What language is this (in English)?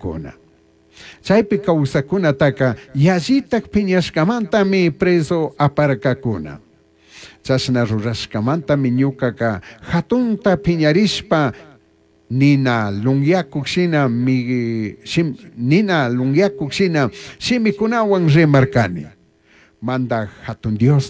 Chimborazo Highland Quichua